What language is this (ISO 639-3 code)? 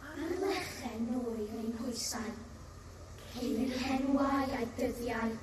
cym